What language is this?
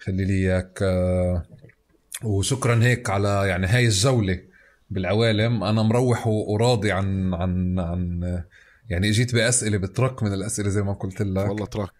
North Levantine Arabic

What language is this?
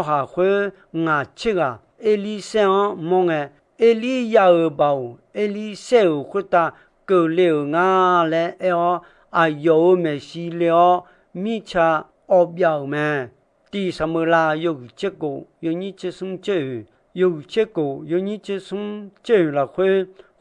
Akha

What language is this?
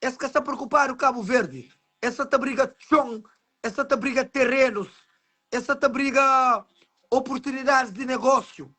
Kabuverdianu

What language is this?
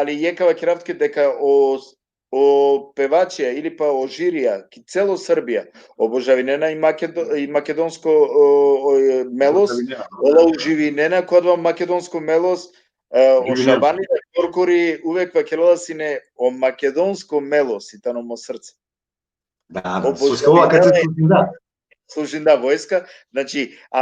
Balkan Romani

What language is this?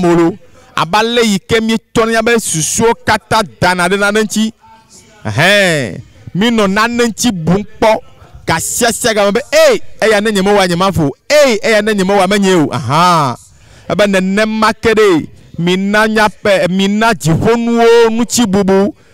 Ewe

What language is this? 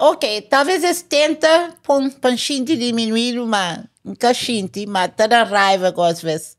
Kabuverdianu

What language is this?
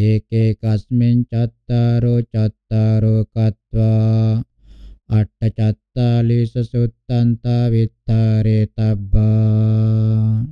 Pali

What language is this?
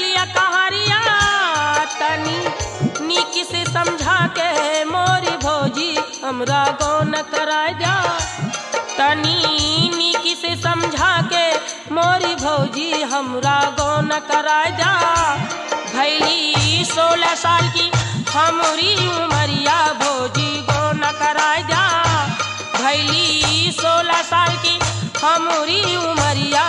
Bhojpuri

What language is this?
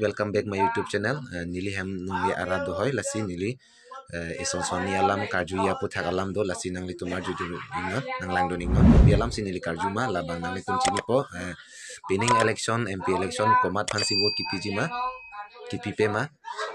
Karbi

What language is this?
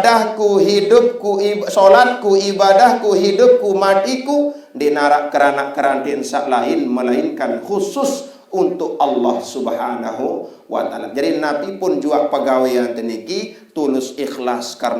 Sasak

